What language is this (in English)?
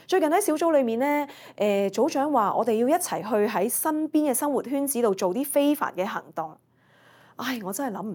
Cantonese